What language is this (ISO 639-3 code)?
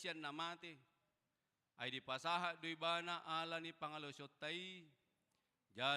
bbc